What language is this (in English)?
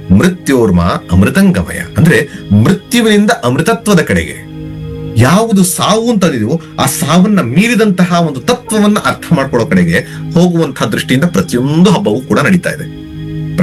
Kannada